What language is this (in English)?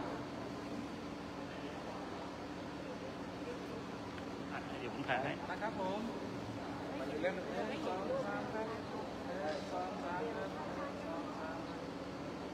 Thai